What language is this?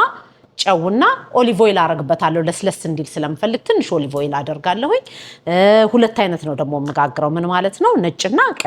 Amharic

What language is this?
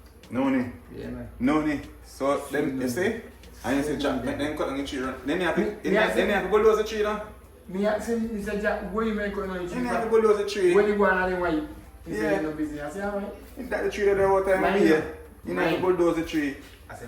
Jamaican Creole English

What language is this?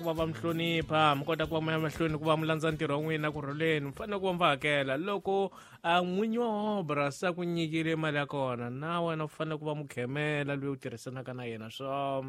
Tsonga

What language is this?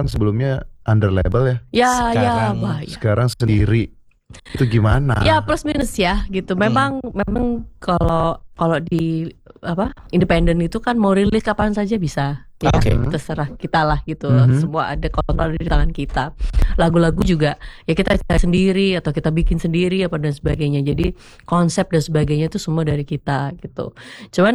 Indonesian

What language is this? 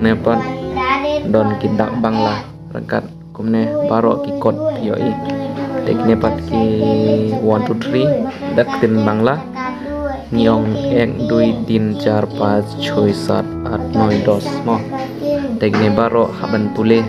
Khasi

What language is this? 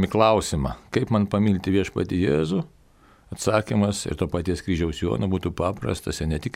Lithuanian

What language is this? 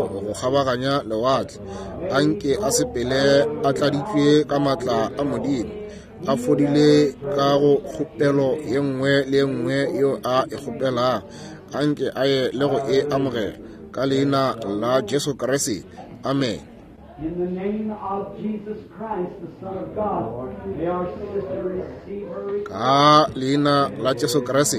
Northern Sotho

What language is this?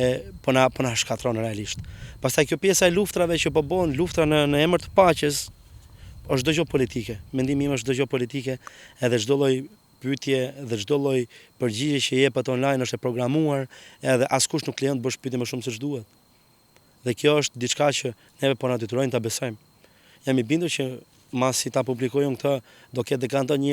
Albanian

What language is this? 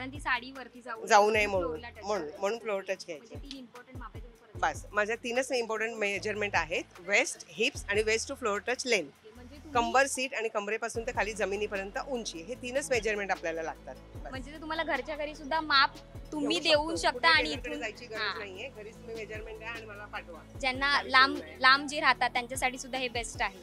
Marathi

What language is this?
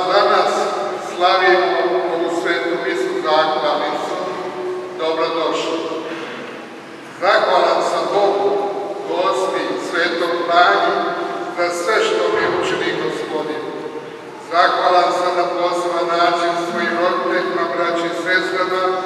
Croatian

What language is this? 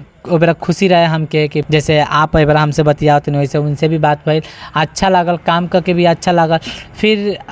Bhojpuri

